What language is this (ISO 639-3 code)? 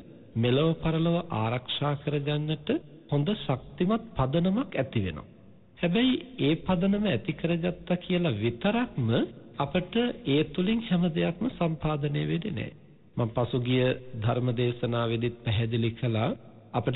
sin